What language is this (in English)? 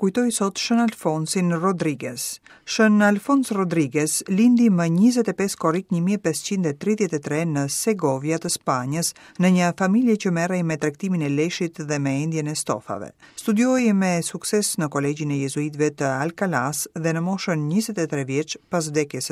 Albanian